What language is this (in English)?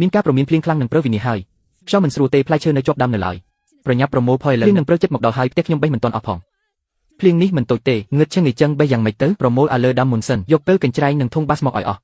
Khmer